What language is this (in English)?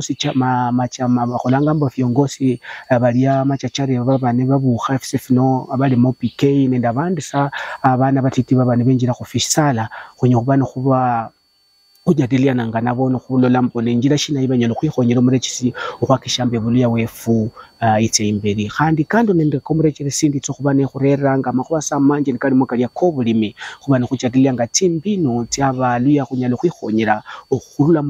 Luyia